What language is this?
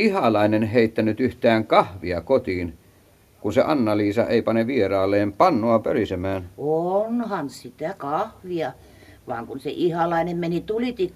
Finnish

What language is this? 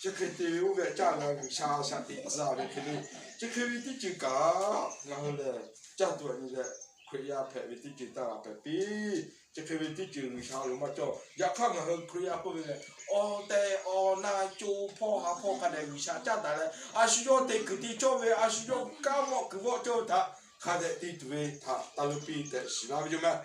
Lahu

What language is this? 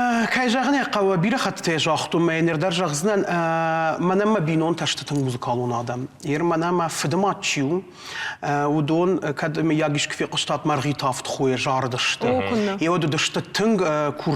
Ossetic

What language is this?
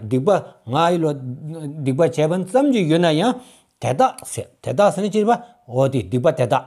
Stod Bhoti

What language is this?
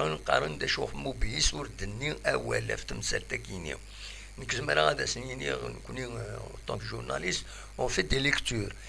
Kabyle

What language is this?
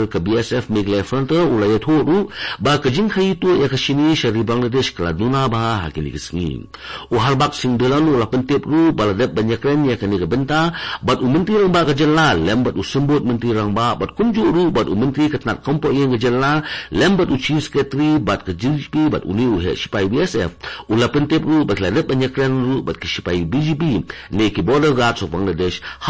Khasi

